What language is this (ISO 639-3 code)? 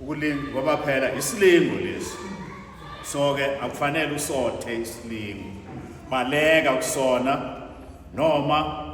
zul